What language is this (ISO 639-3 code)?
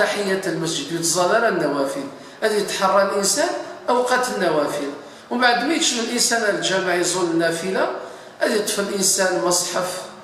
kab